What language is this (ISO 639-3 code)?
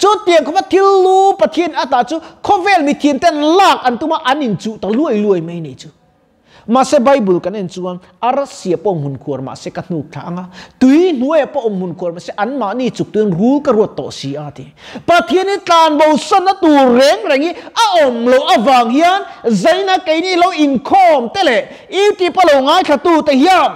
lus